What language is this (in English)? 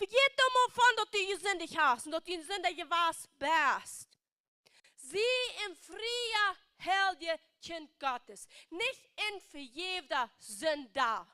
Plautdietsch